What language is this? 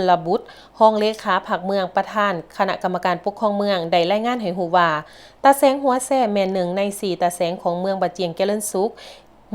Lao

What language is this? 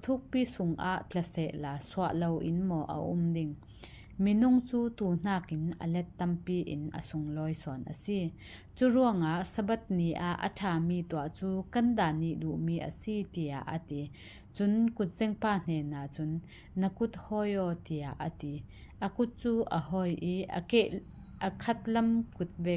Falam Chin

